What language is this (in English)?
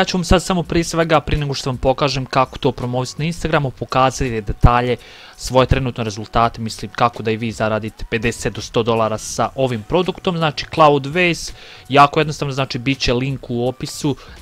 Croatian